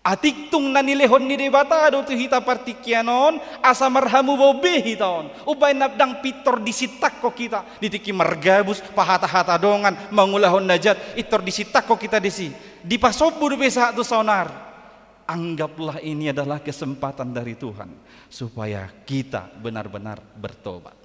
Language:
Batak Toba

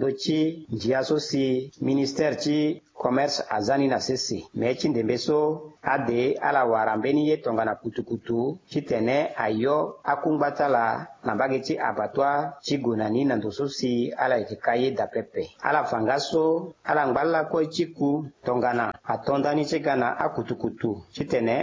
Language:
Sango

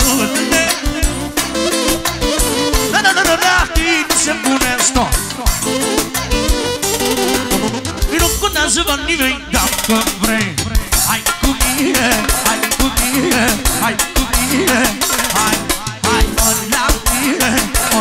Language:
Romanian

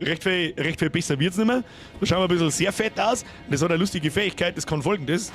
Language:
Bavarian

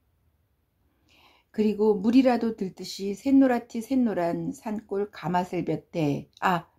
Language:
Korean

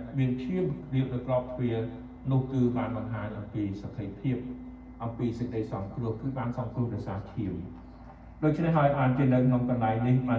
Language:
Khmer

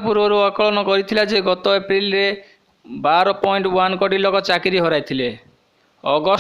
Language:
Odia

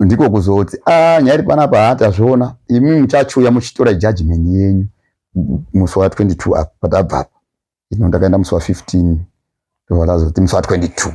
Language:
Shona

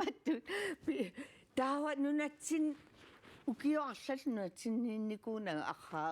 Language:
Kalaallisut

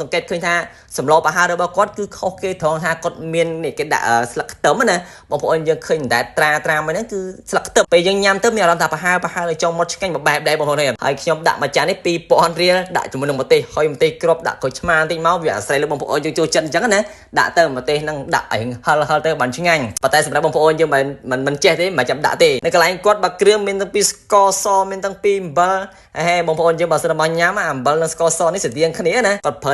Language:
Khmer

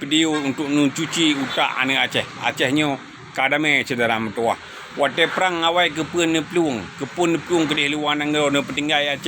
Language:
Achinese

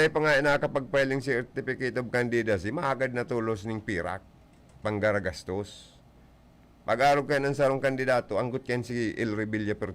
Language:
Bikol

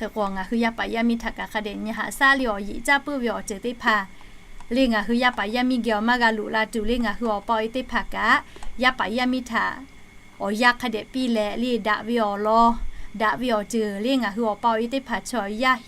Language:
Lahu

